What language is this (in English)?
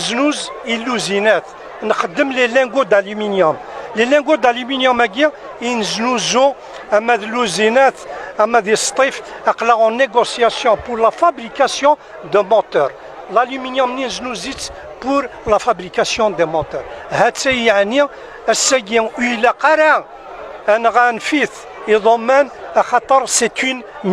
Kabyle